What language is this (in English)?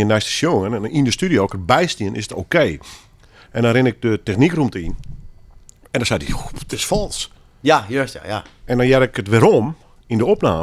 Western Frisian